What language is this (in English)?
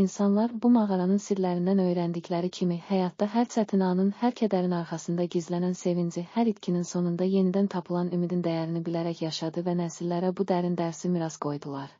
Azerbaijani